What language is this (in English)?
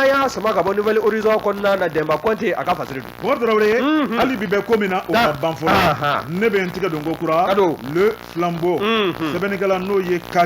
Bambara